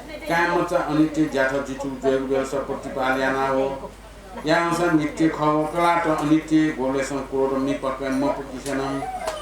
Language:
Newari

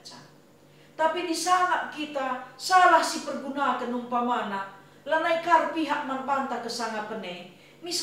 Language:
Batak Karo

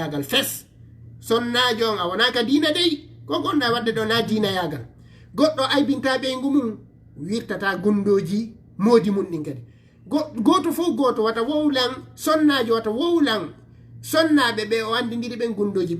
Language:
Fula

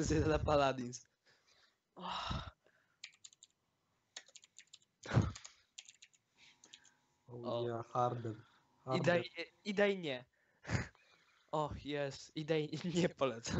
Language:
Polish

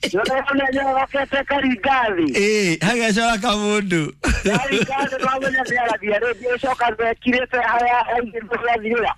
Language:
Kikuyu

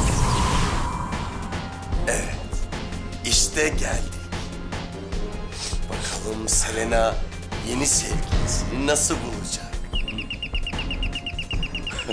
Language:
Turkish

